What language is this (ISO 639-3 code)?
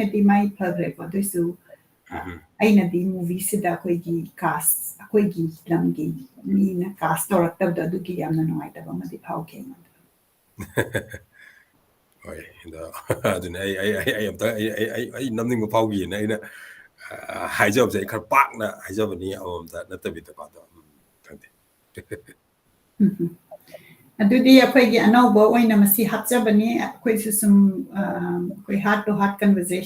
mni